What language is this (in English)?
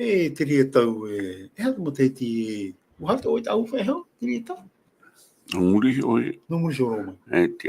Tahitian